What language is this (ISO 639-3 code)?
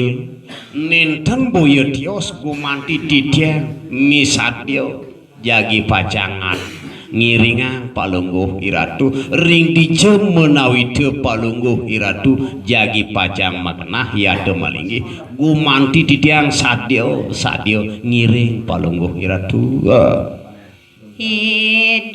ban